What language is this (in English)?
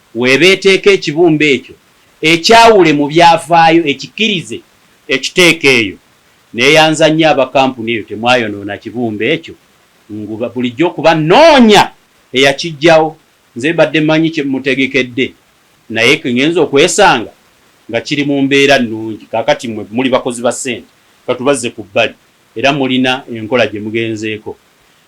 Ganda